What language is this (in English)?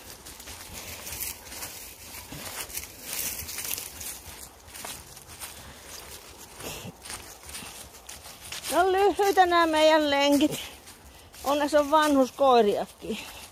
Finnish